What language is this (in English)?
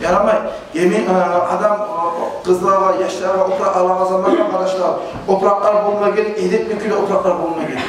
Kumyk